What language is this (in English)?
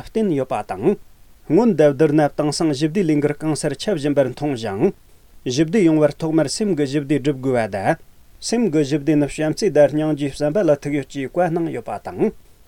Tibetan